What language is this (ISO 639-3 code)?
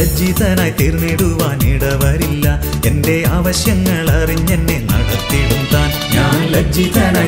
mal